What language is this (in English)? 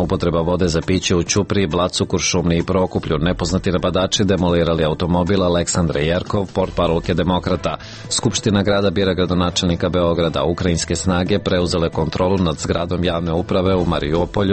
Serbian